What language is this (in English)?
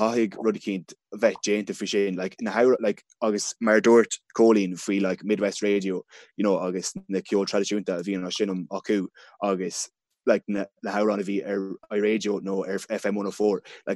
Irish